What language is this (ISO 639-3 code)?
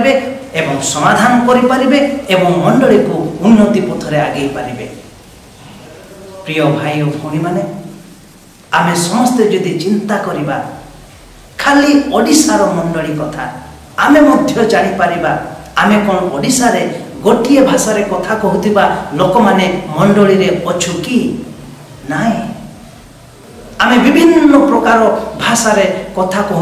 ori